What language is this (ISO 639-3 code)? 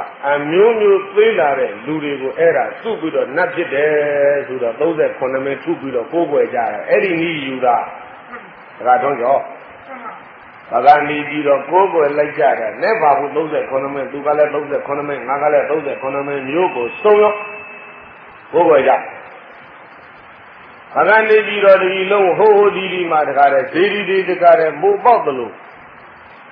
mya